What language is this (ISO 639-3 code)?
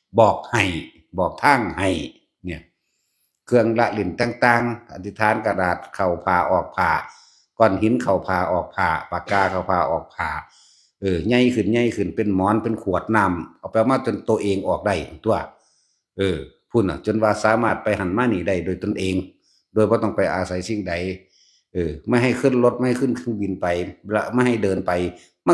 tts